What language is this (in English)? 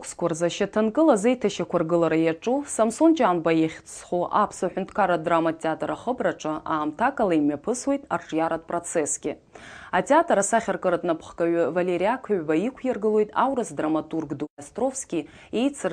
Abkhazian